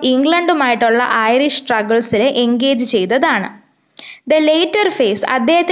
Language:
Malayalam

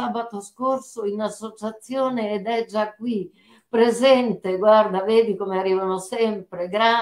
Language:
Italian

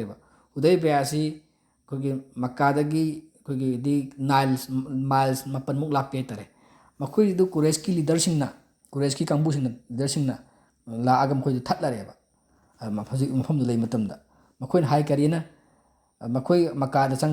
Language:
Manipuri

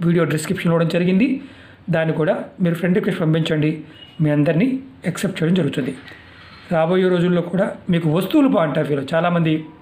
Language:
Telugu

